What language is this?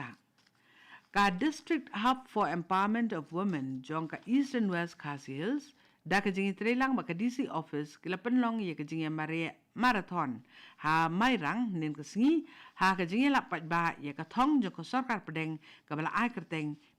Khasi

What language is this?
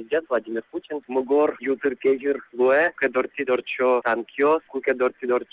Udmurt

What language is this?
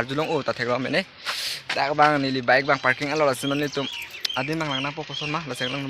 Karbi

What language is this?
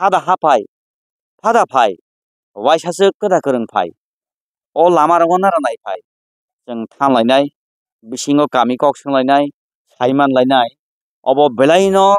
Kok Borok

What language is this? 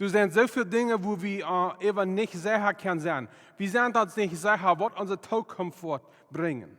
Plautdietsch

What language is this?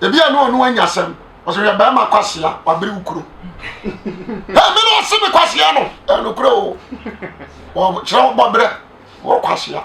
Akan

